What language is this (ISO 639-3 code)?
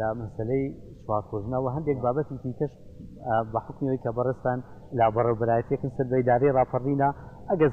ckb